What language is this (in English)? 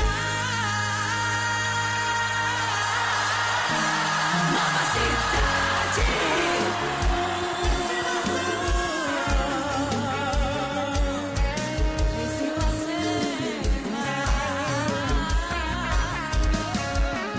Portuguese